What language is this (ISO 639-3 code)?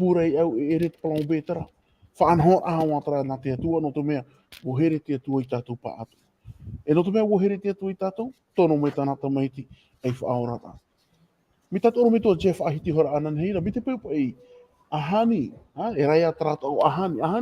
tah